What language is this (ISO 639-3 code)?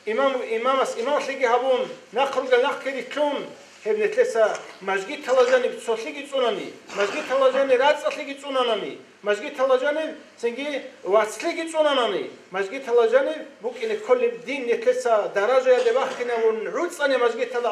ava